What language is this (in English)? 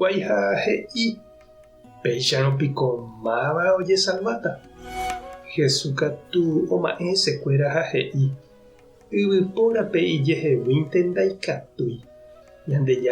Guarani